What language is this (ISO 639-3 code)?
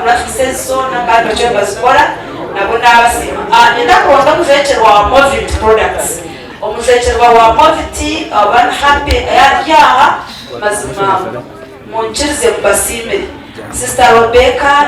nyn